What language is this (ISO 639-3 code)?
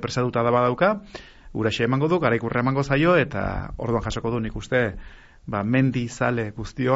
eus